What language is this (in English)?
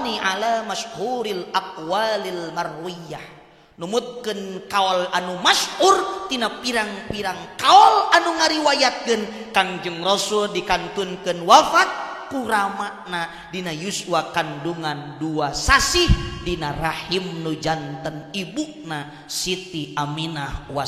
Sundanese